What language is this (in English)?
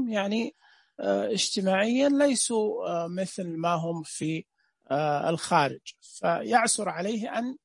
Najdi Arabic